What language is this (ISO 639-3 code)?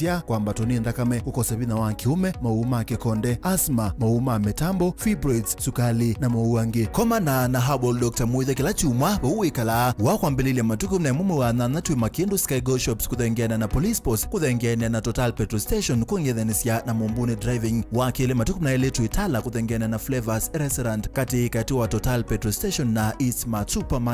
kam